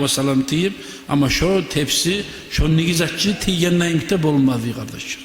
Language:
Kumyk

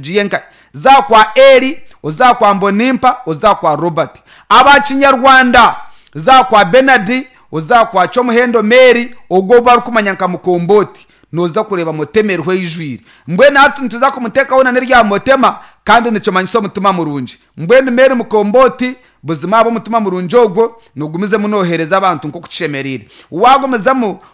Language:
Nyankole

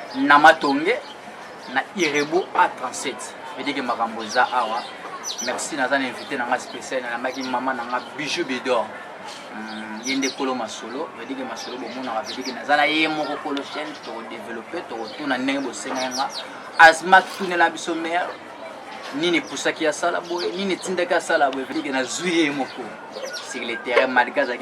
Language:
Lingala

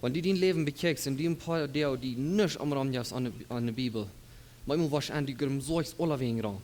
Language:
Plautdietsch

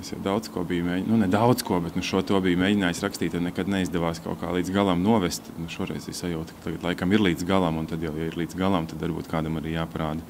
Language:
Latvian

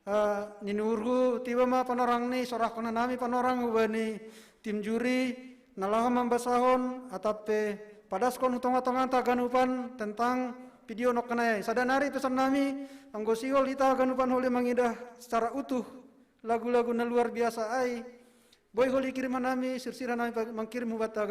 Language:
Batak Simalungun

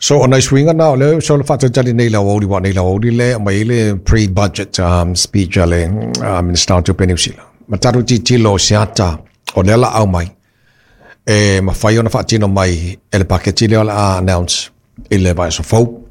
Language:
Samoan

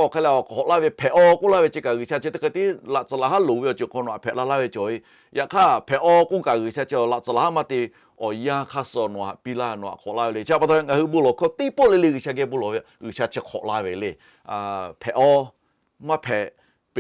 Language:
Lahu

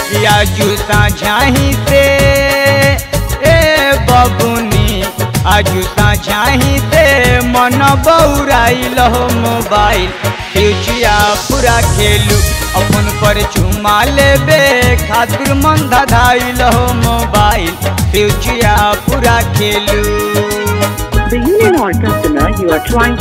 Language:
Bhojpuri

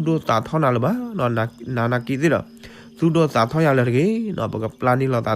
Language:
S'gaw Karen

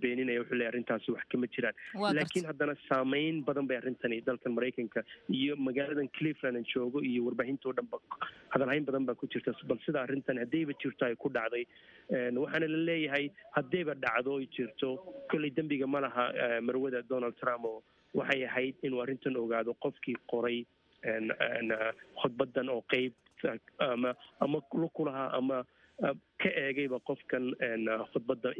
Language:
Somali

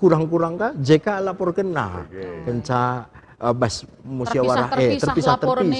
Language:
Batak Karo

